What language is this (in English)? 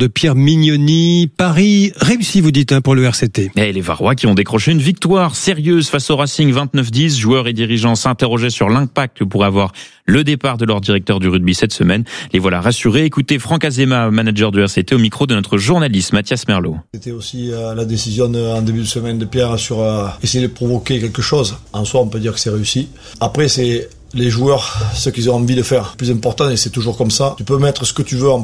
French